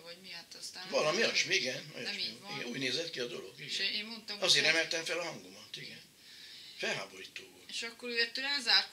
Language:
Hungarian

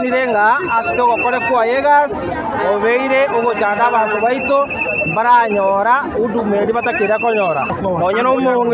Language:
Gusii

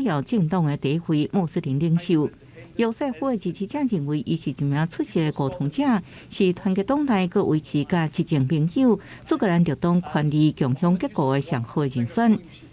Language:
Min Nan Chinese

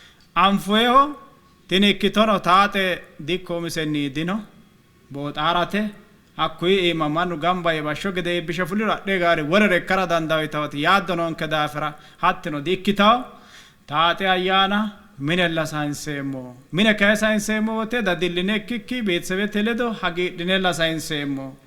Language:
Sidamo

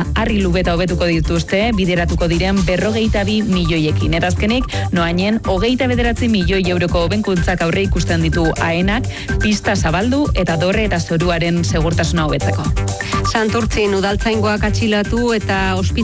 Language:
Basque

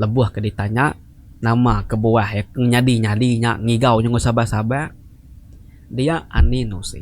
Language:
Iban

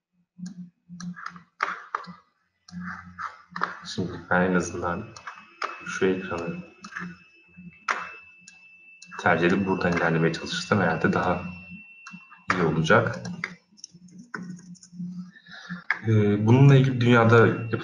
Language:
Turkish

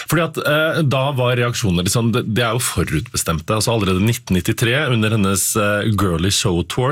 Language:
Norwegian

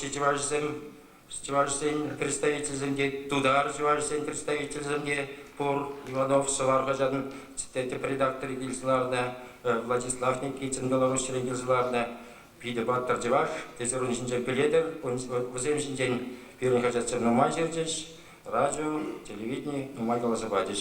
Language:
Chuvash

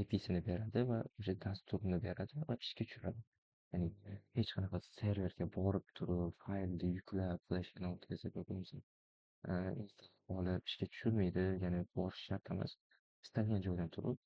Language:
Uzbek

